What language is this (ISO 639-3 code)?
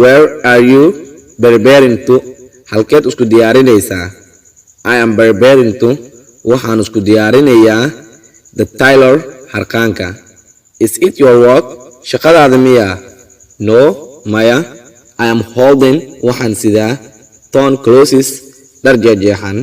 som